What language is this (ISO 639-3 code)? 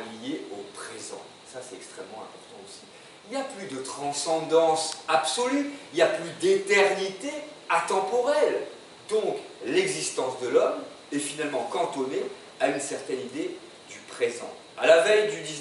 fra